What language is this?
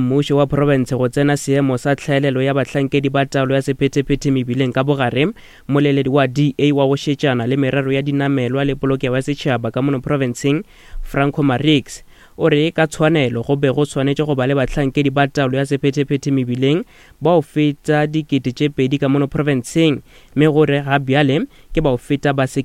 Northern Sotho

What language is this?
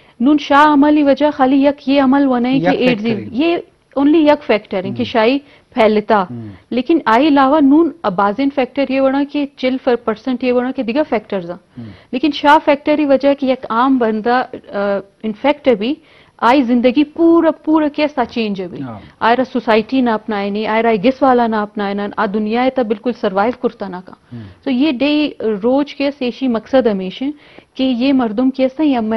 Eastern Balochi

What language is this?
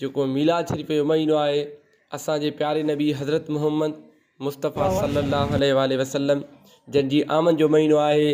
Sindhi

